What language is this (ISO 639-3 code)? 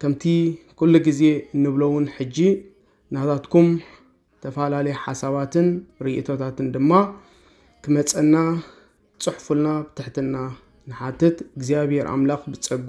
tir